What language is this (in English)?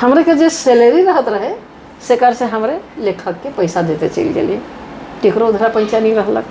Sadri